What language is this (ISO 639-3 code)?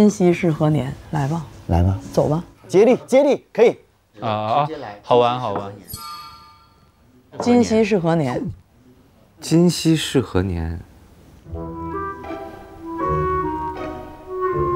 zho